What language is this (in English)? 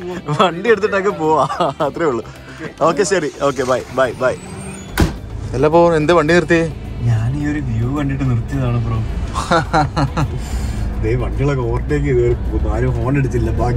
Malayalam